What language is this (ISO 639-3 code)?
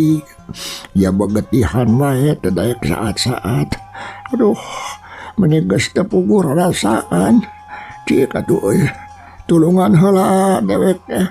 sun